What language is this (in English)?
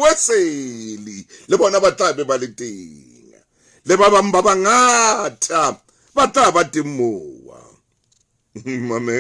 Southern Sotho